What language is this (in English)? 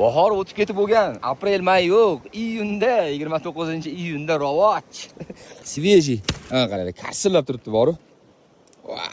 Uzbek